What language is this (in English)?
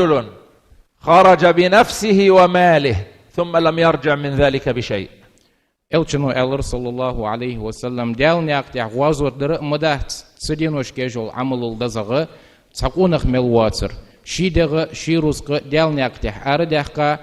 Ingush